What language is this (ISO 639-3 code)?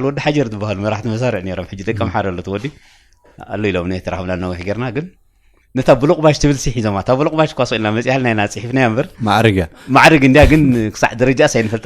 tir